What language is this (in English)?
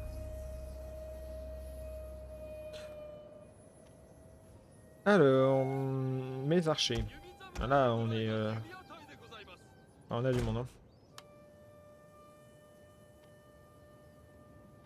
French